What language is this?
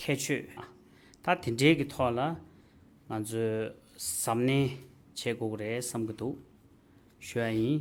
Tibetan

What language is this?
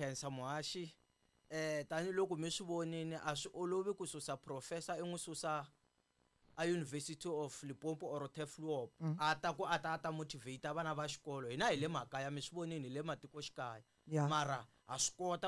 Tsonga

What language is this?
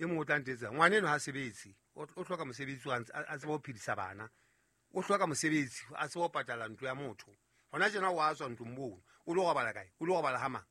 Southern Sotho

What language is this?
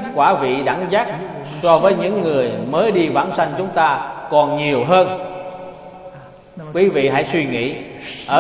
Vietnamese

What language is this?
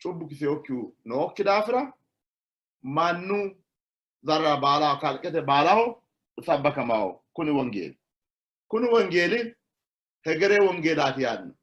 Sidamo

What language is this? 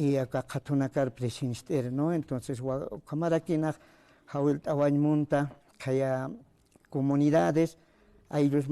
Aymara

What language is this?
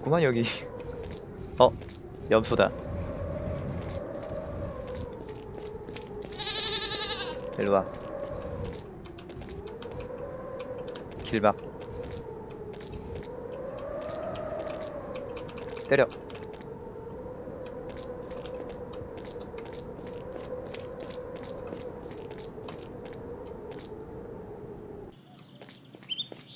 Korean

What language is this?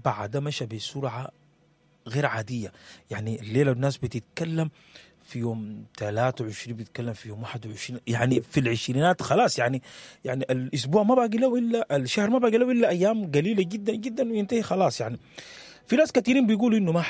Sudanese Arabic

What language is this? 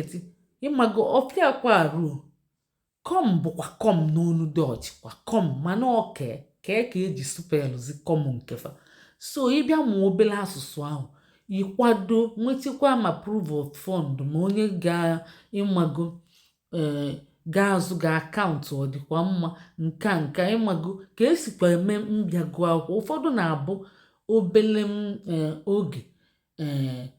Igbo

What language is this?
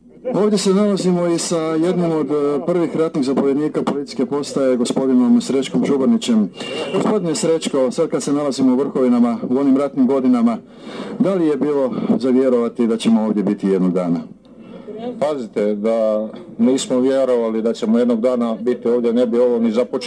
Croatian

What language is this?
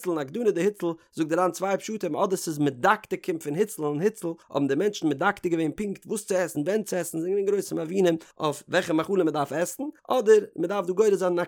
Yiddish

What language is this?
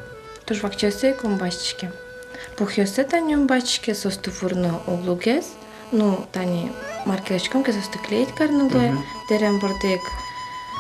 Udmurt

